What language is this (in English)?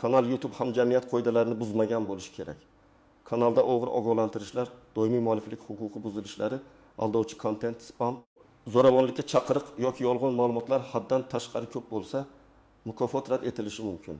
Uzbek